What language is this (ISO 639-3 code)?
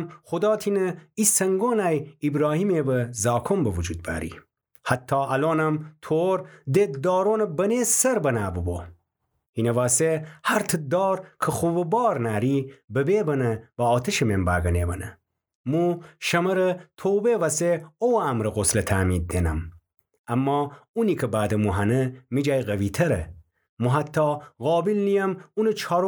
glk